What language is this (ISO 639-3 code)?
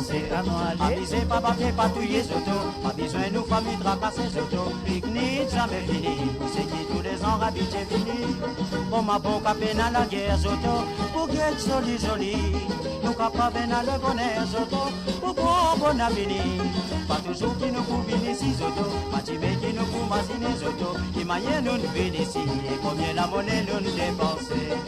mfe